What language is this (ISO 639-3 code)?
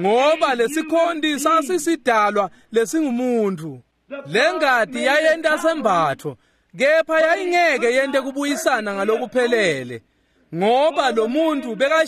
ssw